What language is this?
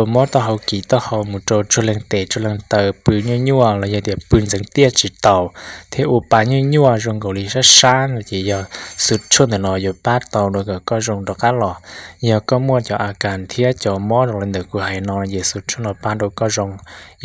Hmong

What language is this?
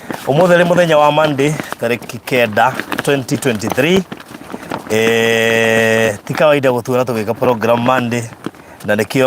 Kikuyu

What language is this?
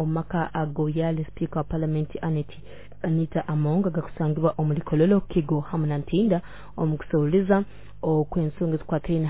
Nyoro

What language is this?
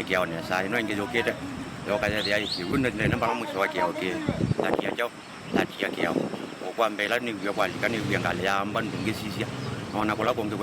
Kamba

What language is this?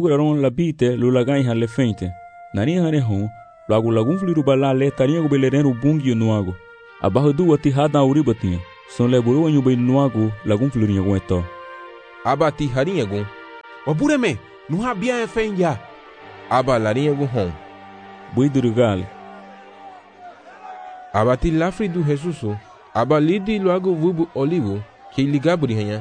Garifuna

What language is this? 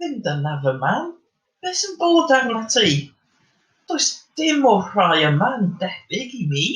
Welsh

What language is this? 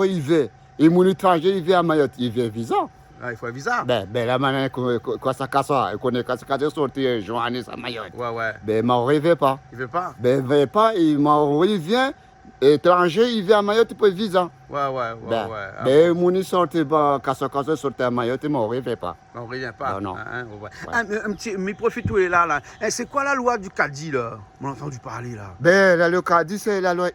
Réunion Creole French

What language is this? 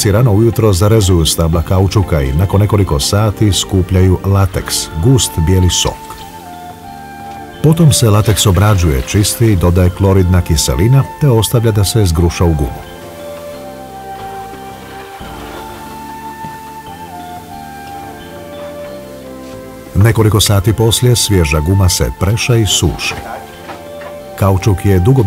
Croatian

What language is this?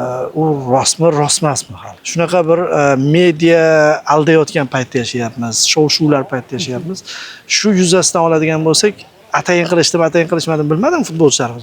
Uzbek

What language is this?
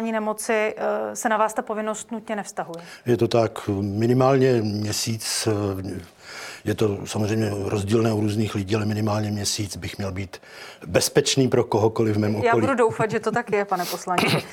Czech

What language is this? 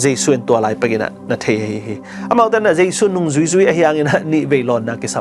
Tedim Chin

